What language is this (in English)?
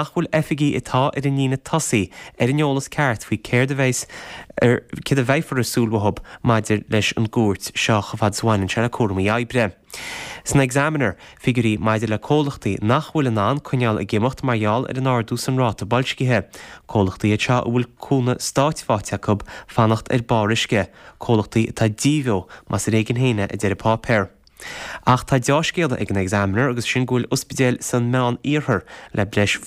Irish